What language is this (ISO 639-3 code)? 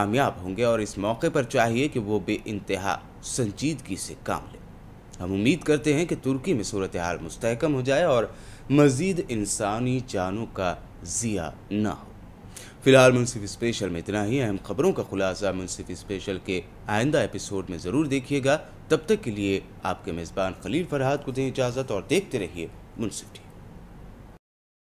urd